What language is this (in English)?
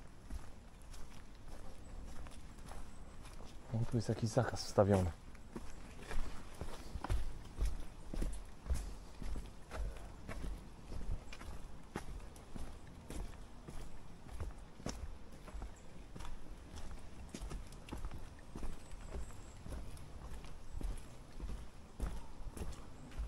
Polish